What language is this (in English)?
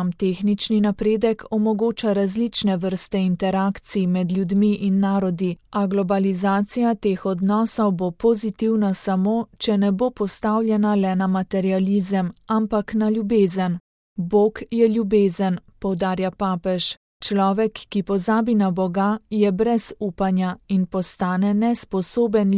Slovenian